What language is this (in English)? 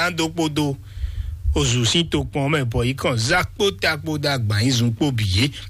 Fon